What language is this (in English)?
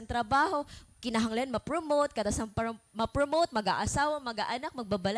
Waray